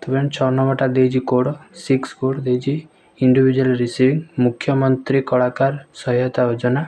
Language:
Odia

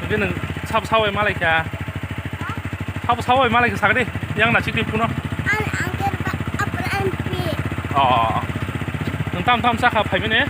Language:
Kok Borok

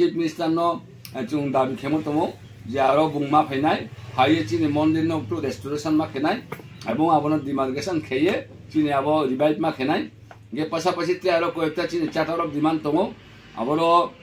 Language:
Riang (India)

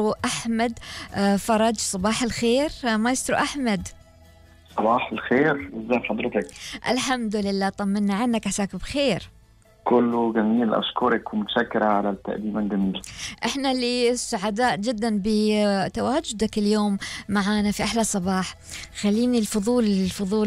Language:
Gulf Arabic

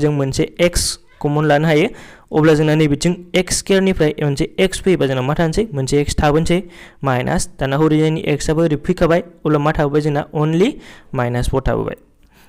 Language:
Bodo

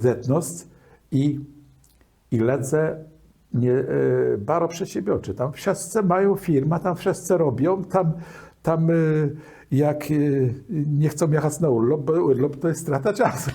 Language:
Kashubian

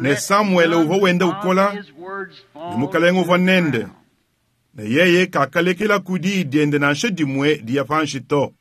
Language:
Luba-Lulua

